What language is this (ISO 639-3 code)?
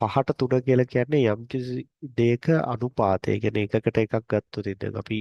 sin